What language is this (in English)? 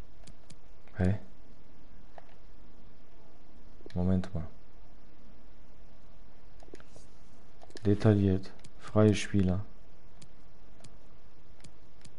German